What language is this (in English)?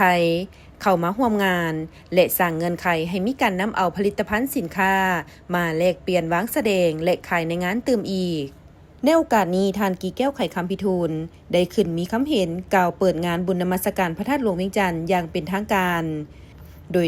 Lao